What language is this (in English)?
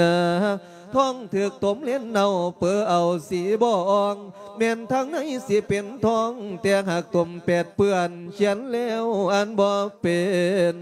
Lao